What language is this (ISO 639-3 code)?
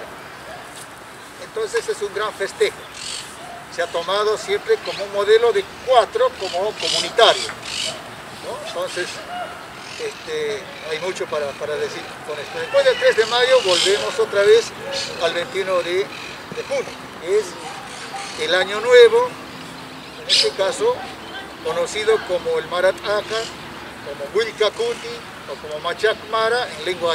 spa